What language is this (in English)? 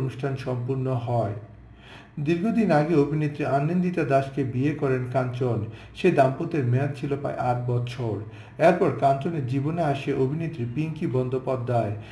Bangla